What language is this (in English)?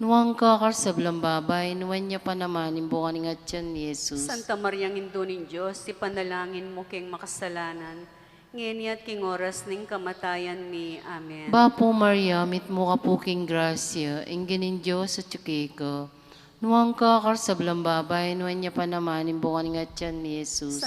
Pampanga